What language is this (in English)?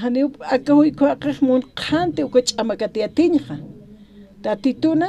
Aymara